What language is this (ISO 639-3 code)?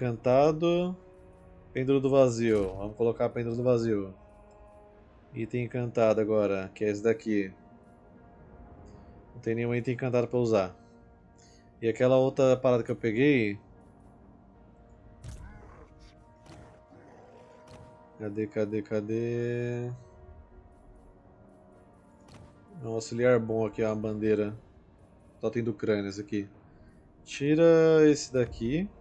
por